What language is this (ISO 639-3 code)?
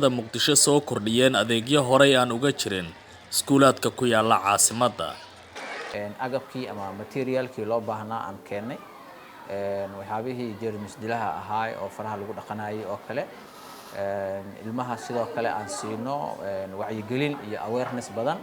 som